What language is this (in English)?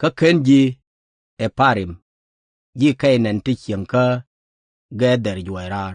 Nuer